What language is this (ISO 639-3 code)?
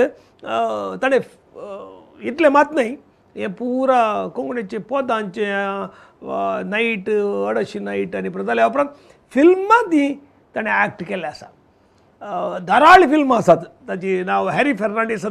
kok